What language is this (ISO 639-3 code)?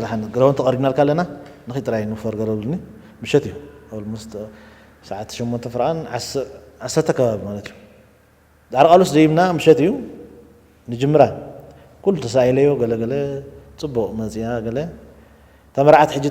tir